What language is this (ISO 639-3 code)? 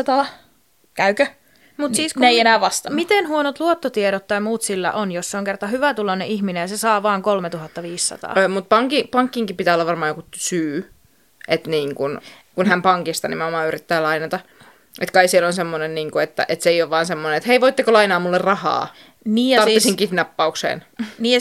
fin